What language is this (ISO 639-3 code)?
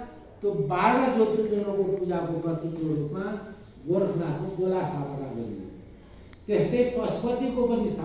nep